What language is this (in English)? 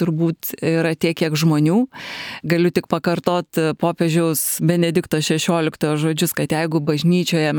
Lithuanian